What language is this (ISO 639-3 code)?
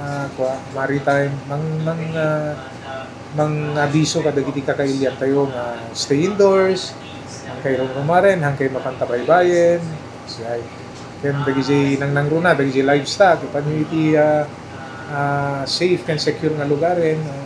ilo